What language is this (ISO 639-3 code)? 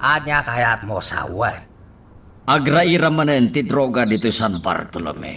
ilo